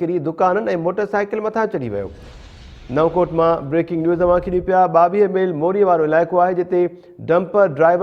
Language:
Sindhi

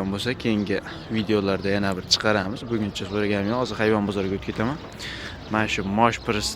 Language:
Uzbek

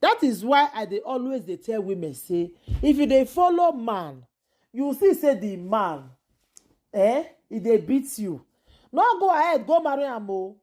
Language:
Nigerian Pidgin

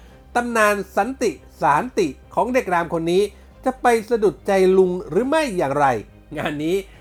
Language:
Thai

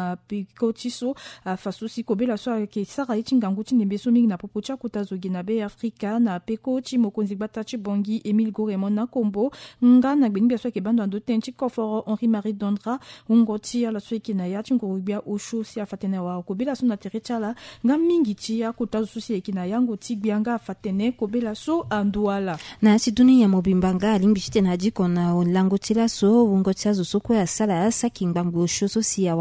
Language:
Sango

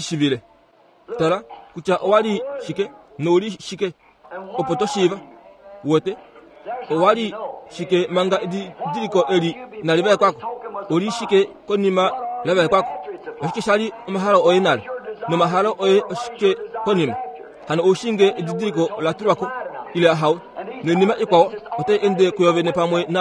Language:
Kuanyama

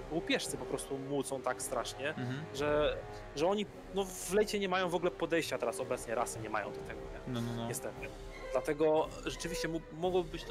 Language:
Polish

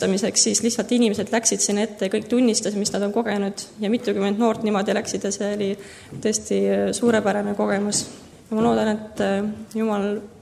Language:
Estonian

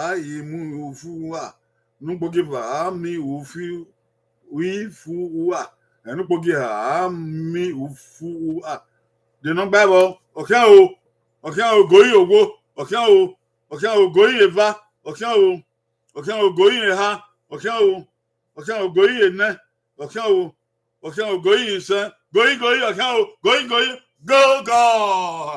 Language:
Bini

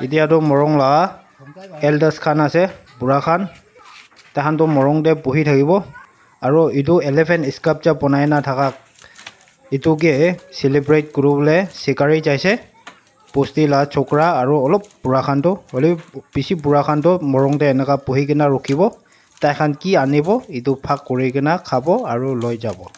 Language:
Naga Pidgin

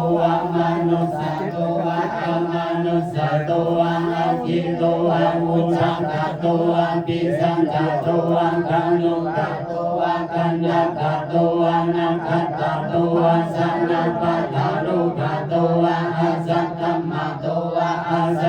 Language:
Pali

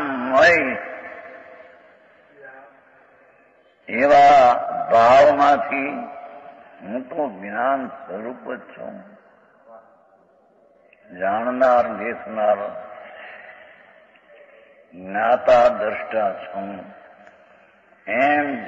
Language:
Gujarati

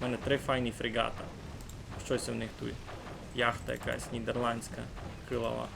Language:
Rusyn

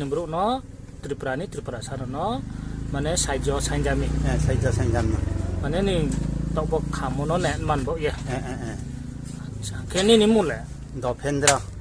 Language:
Riang (India)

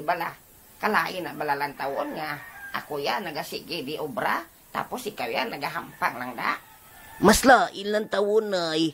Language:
Hiligaynon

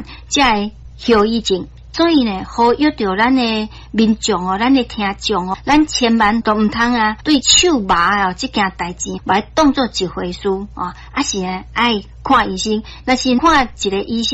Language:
Min Nan Chinese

